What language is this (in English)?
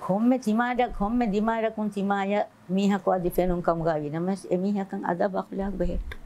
Divehi